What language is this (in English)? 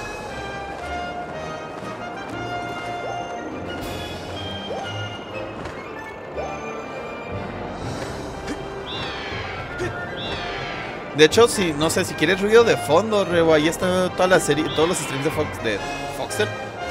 Spanish